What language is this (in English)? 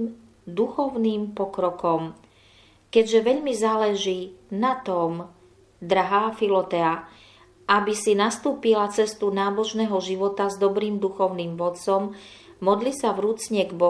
Slovak